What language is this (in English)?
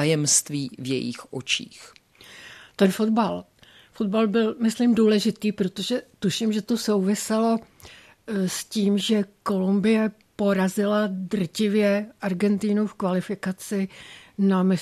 Czech